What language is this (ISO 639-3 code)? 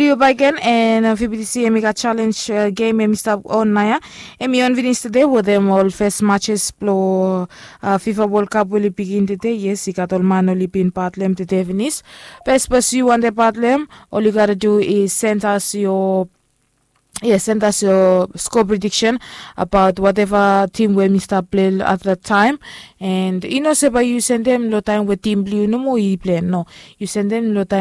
bis